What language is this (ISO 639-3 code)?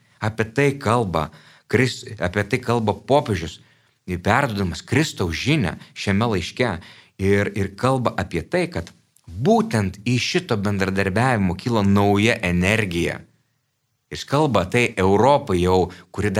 lit